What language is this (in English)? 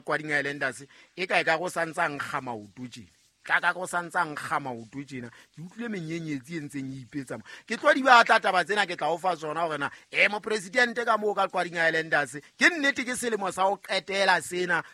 Southern Sotho